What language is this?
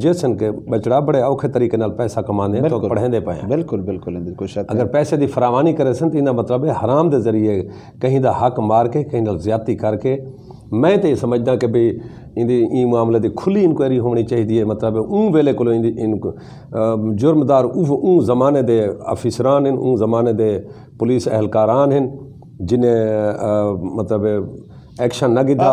Saraiki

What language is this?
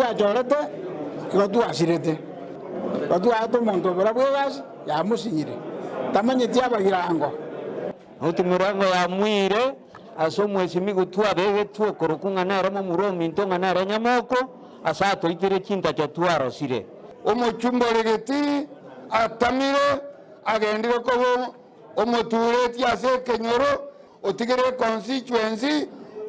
Gusii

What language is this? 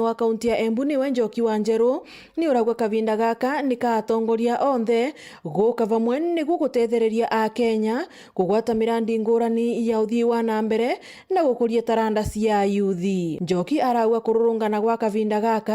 Meru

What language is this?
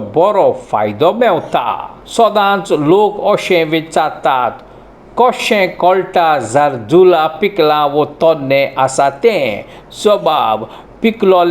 Konkani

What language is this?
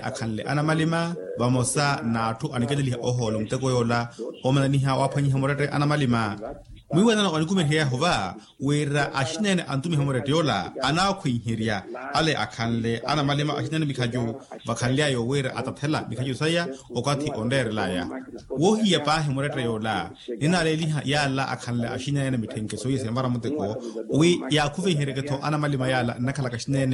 Makhuwa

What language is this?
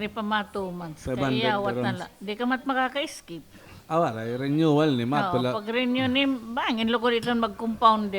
Waray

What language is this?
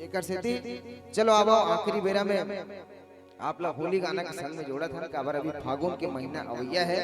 Chhattisgarhi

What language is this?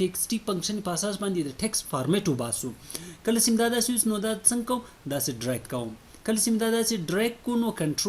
Pashto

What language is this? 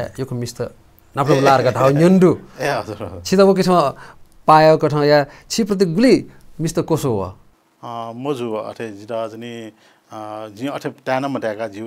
Newari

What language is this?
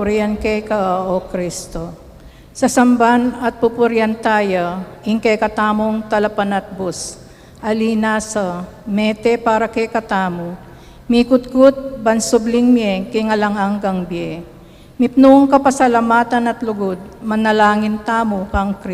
Pampanga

